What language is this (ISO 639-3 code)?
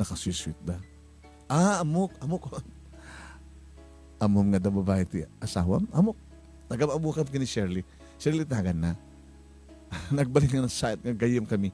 ilo